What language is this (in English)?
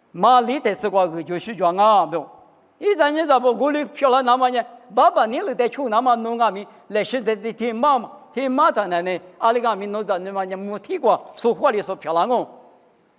Lisu